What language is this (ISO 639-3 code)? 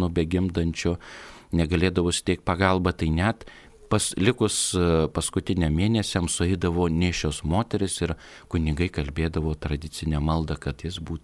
lit